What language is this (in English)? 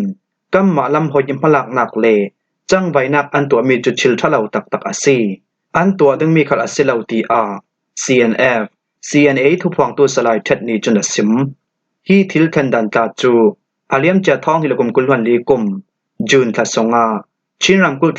Falam Chin